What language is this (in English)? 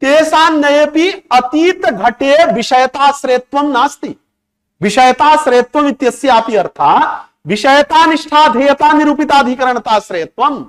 Sanskrit